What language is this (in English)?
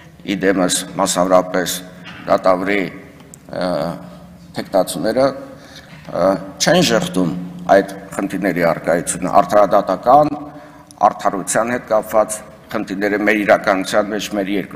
Armenian